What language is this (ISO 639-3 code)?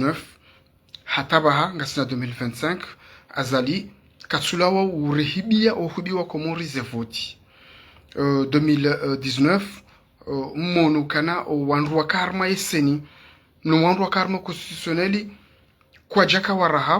zdj